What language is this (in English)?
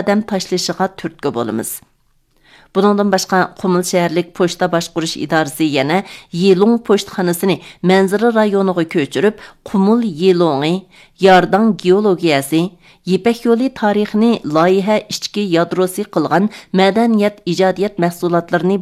Uyghur